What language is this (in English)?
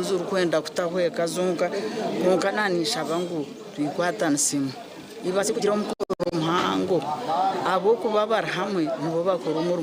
Nyankole